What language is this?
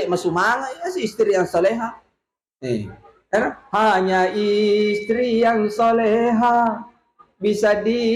Buginese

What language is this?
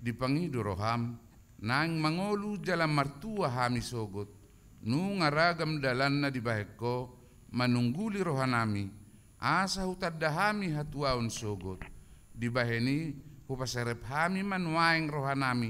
Batak Toba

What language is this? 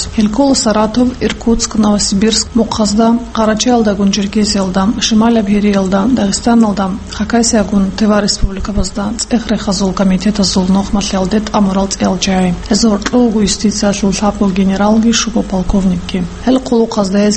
Avaric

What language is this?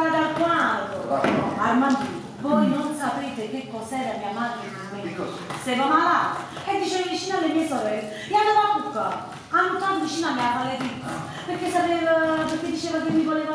Neapolitan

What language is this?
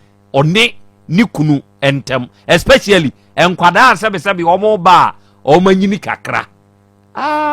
Akan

